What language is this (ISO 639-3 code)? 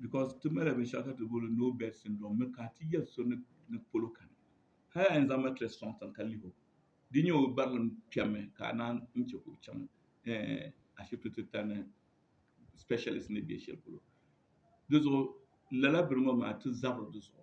dag